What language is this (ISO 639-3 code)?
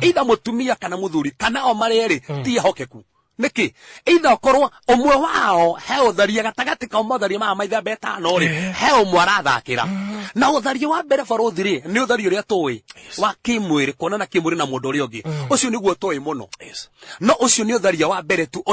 kik